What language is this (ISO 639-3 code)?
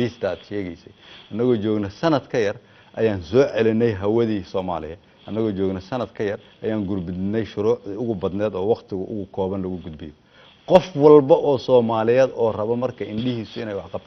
som